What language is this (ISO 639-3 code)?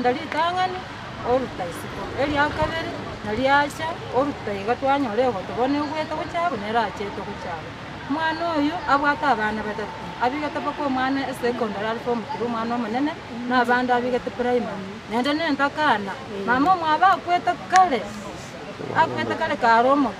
guz